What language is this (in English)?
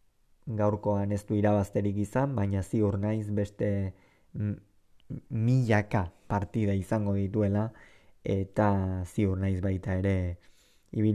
Basque